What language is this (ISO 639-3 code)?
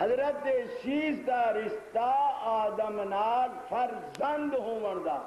skr